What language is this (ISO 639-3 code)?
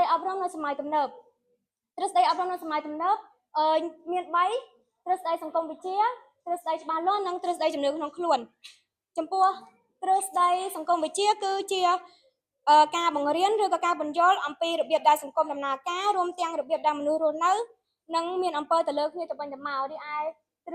khm